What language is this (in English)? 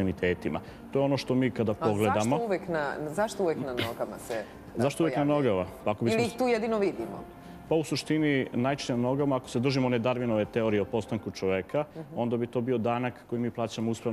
Serbian